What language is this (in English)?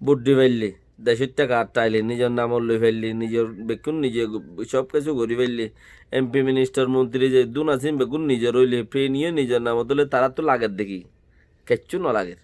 Rohingya